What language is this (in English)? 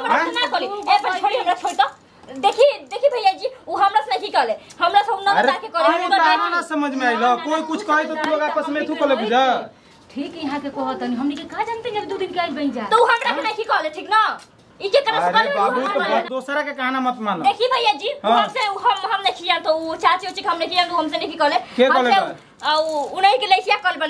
Bhojpuri